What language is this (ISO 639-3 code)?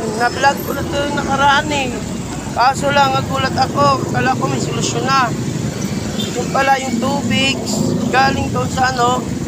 fil